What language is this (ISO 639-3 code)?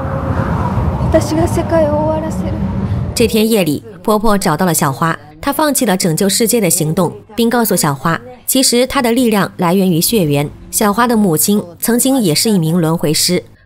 zho